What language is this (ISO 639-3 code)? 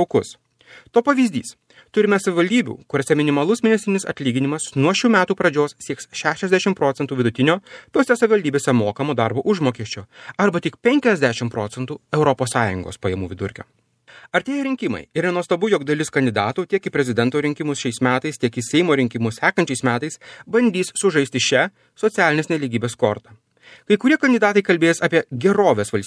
lit